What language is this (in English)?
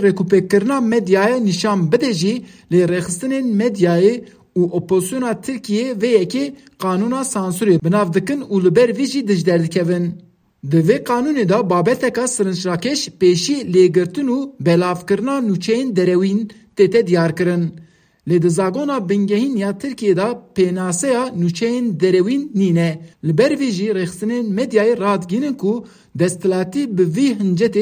Kurdish